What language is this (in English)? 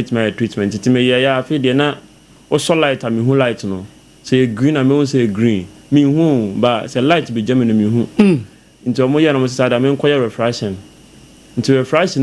Akan